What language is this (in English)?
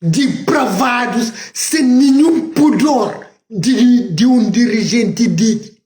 Kabuverdianu